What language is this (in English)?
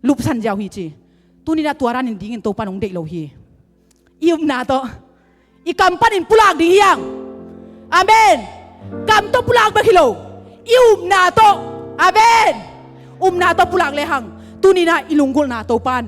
Tedim Chin